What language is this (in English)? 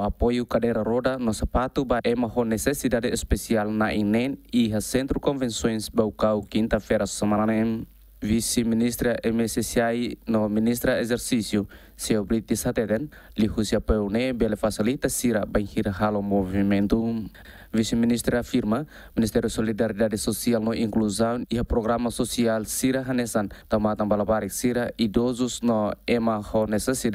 Tetum